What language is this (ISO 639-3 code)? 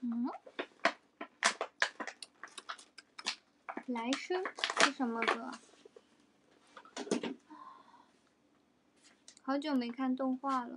zho